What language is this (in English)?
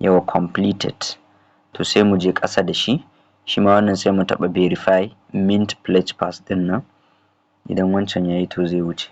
Hausa